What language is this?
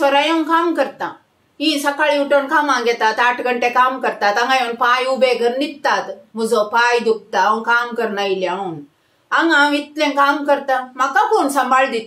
Konkani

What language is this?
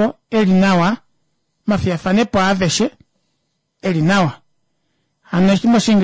Kuanyama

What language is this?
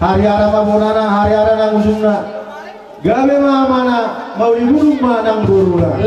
Batak Toba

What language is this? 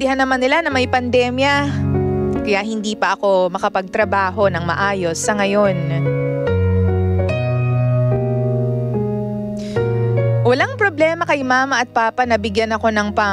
Filipino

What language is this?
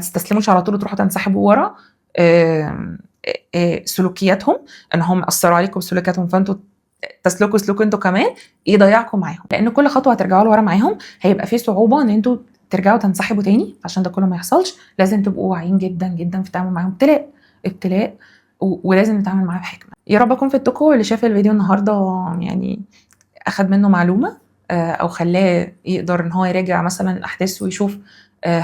Egyptian Arabic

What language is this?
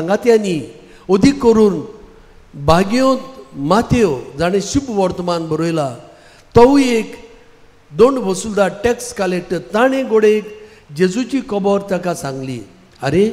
Konkani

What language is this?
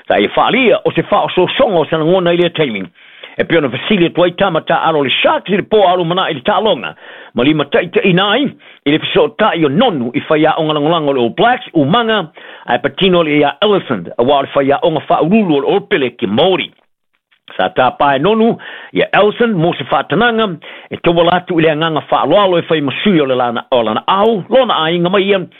Samoan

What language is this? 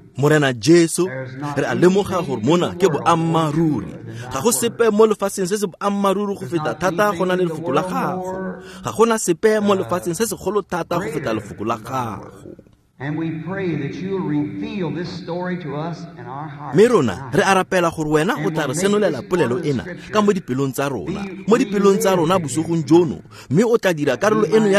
Tswana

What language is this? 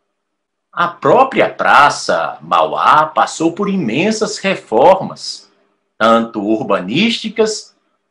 Portuguese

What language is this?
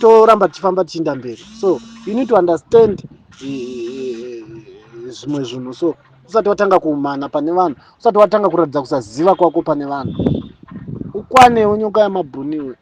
Shona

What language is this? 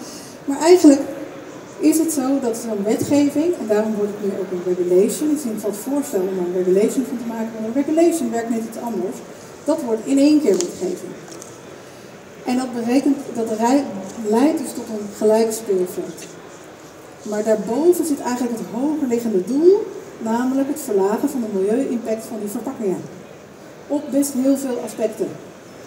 Dutch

